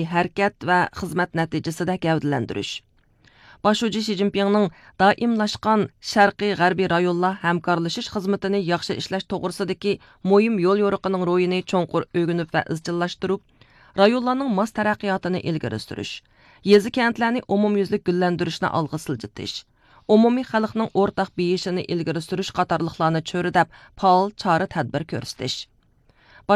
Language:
Uyghur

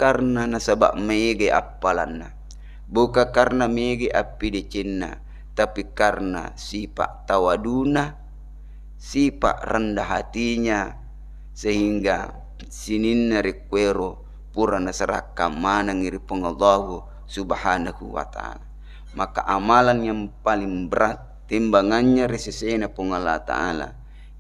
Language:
Buginese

